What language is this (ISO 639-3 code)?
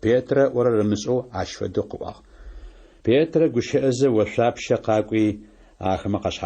ady